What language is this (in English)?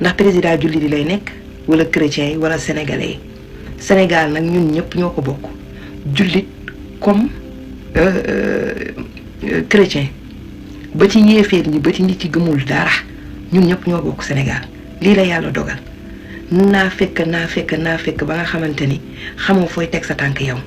Wolof